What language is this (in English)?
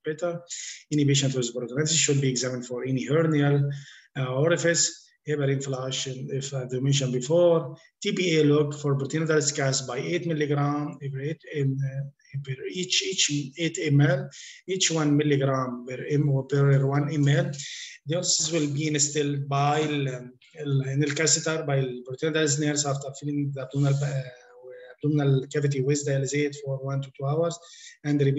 English